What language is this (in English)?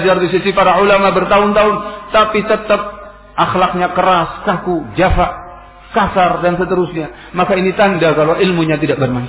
Indonesian